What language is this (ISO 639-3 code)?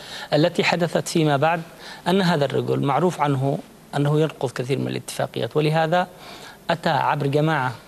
ara